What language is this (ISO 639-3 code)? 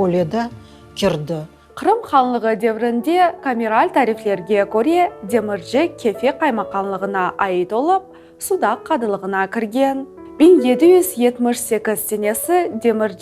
crh